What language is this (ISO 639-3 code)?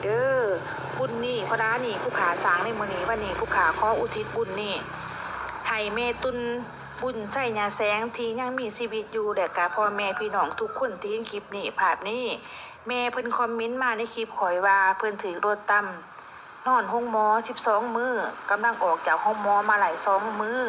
lao